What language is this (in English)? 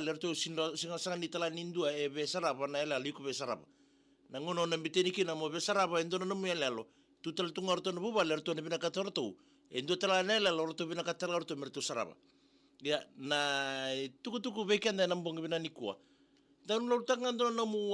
Fijian